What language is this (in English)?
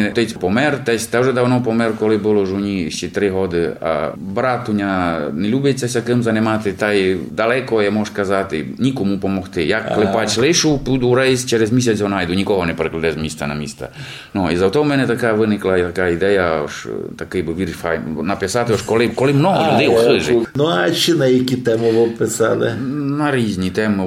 Rusyn